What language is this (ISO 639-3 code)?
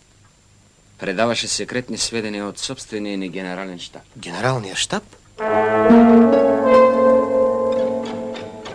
bul